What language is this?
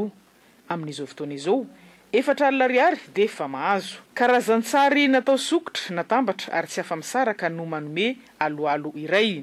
Malagasy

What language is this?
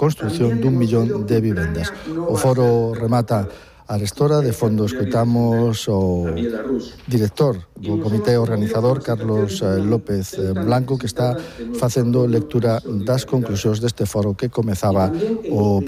Galician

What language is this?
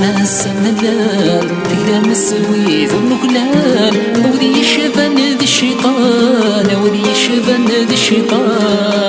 Kabyle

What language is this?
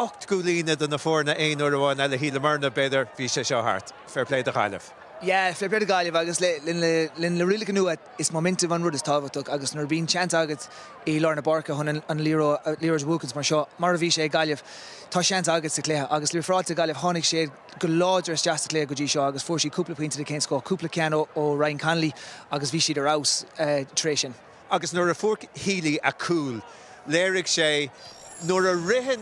Irish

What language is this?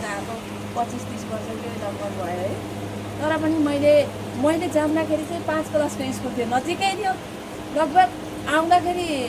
Nepali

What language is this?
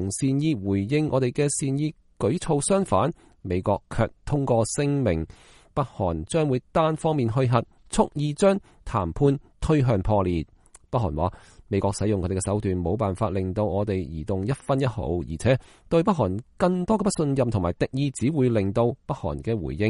Cantonese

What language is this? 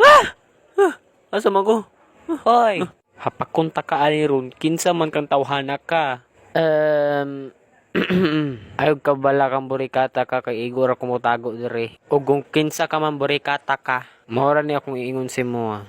Cebuano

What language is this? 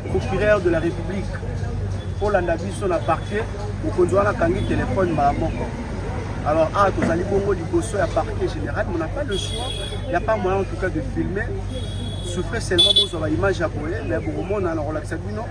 Lingala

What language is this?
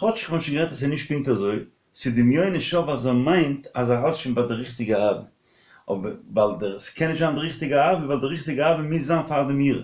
Yiddish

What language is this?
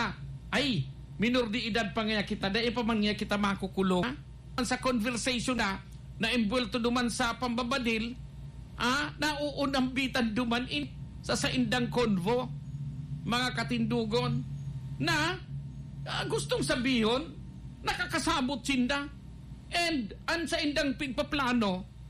Bikol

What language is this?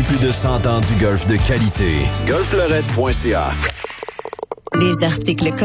French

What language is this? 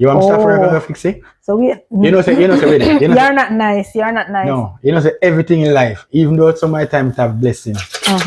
Jamaican Creole English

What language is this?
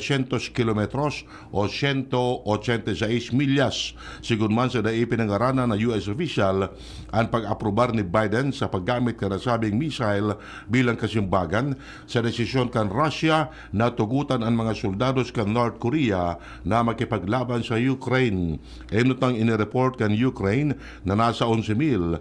Bikol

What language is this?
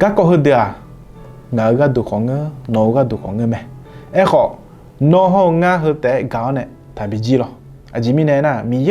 Akha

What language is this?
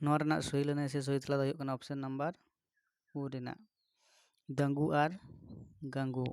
Santali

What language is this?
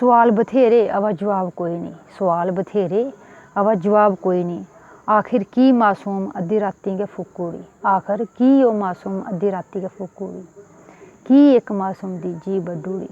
Dogri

